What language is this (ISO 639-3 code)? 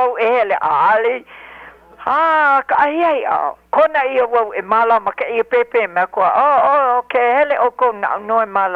haw